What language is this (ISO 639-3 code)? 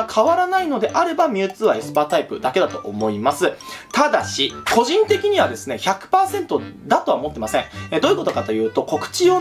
jpn